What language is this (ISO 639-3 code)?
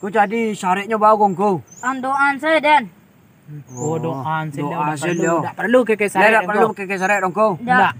min